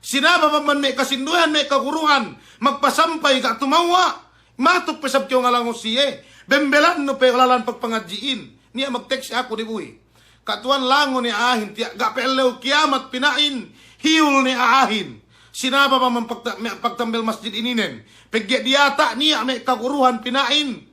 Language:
Yakan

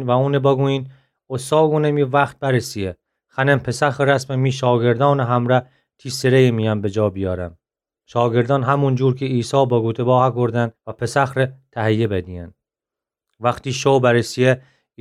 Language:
Gilaki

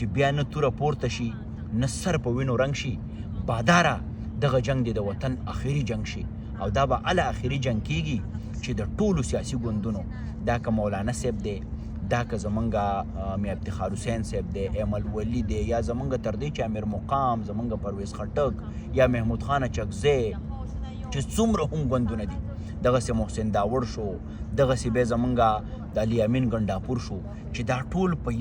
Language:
Pashto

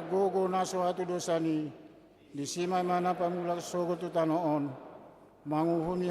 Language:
Batak Toba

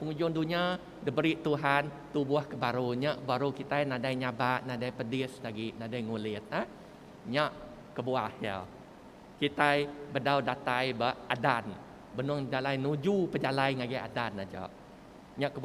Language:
Iban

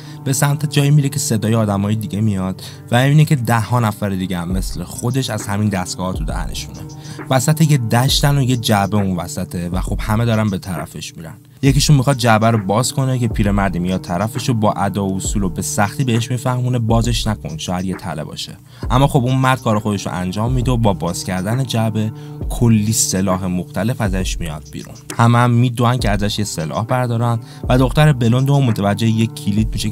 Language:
Persian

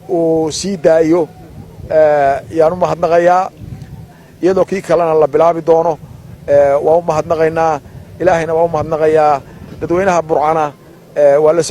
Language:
Somali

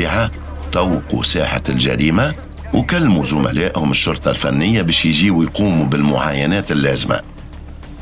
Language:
Tunisian Arabic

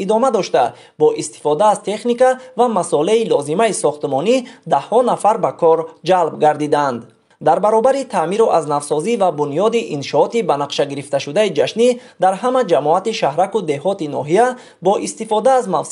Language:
Tajik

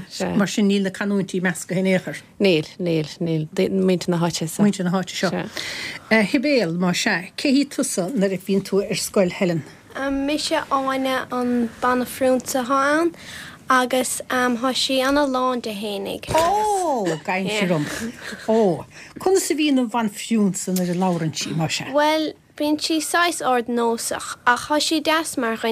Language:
Irish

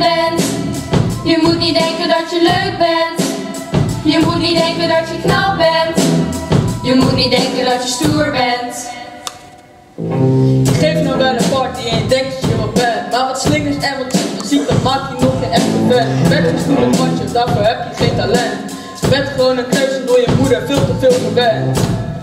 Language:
Dutch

